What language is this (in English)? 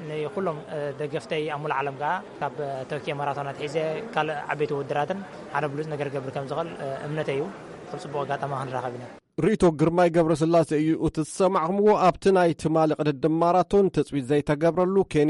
Tigrinya